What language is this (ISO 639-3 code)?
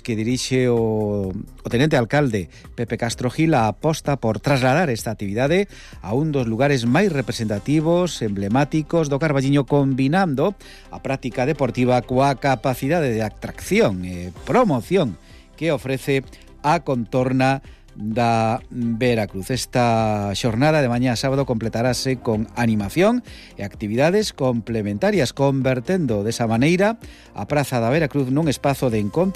glg